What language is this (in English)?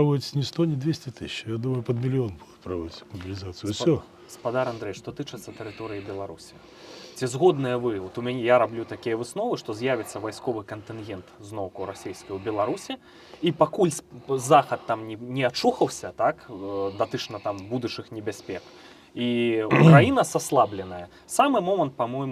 Belarusian